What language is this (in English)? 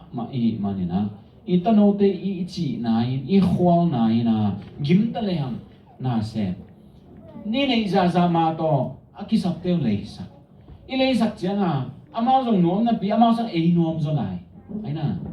Tedim Chin